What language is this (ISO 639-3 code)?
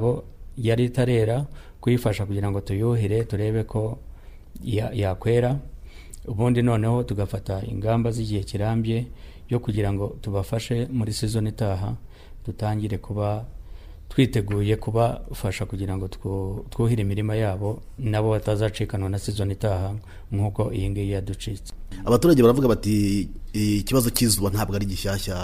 kin